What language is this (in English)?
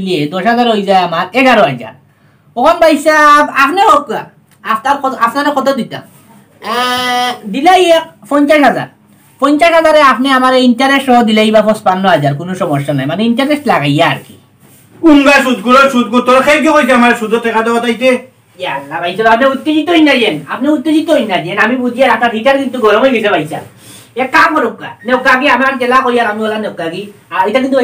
Sylheti